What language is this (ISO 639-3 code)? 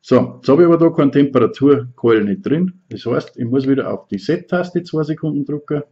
bar